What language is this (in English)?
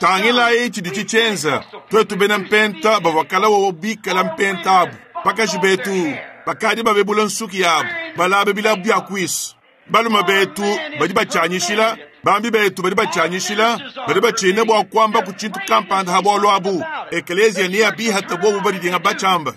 Luba-Lulua